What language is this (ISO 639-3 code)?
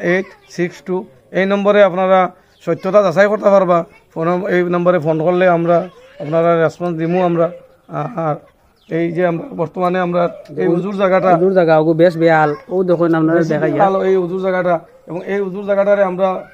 syl